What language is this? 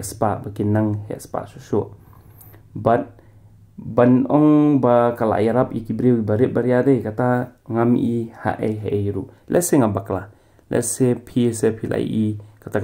Khasi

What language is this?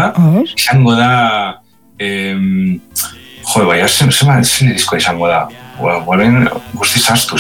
Basque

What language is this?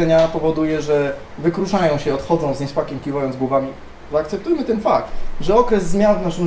Polish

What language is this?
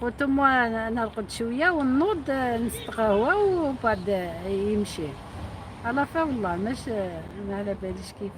Algerian Arabic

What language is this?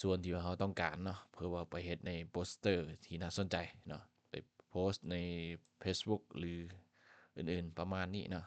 Lao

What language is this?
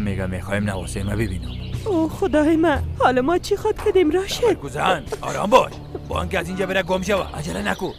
Persian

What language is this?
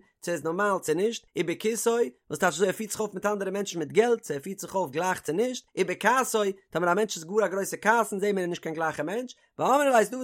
Yiddish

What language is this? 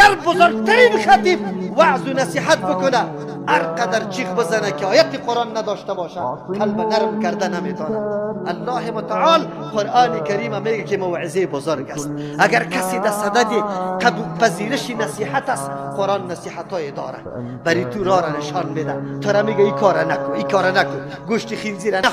Persian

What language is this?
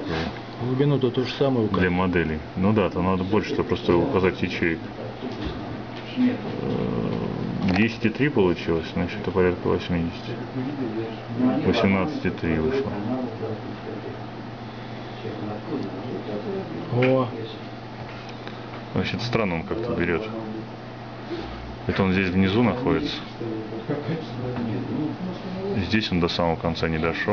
Russian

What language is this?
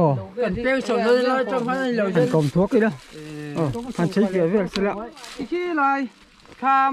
Mizo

